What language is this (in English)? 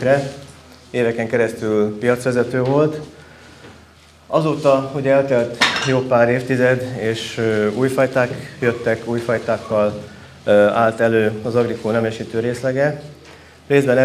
Hungarian